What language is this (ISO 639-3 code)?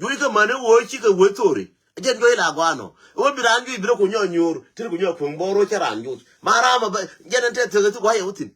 nus